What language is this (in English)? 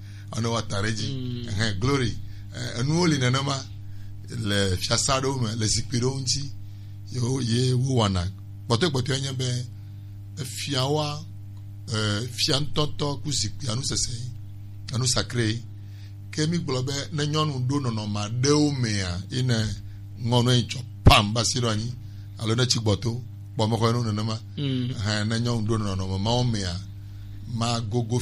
Gen